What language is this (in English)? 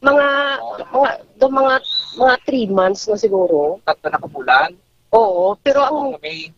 Hiligaynon